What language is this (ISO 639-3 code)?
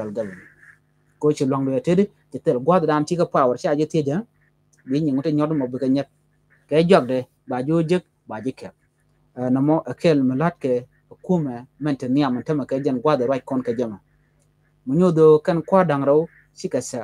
nus